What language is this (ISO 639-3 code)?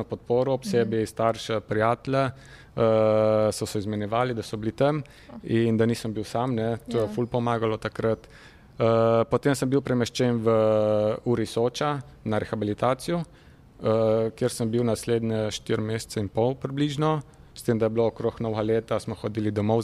slv